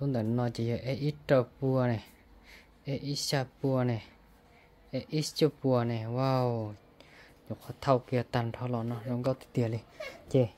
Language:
Hmong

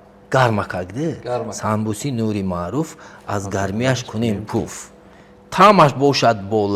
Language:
Tajik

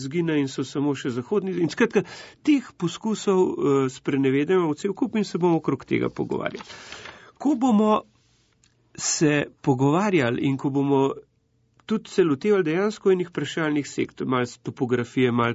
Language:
Slovenian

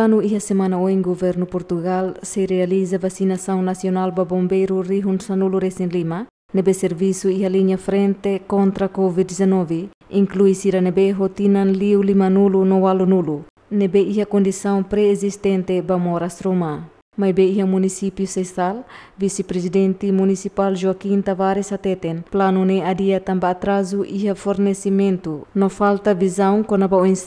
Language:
Tetum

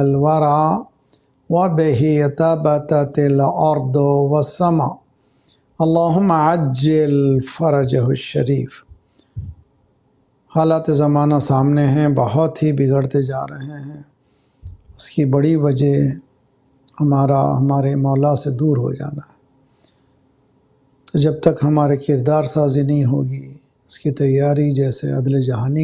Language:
Urdu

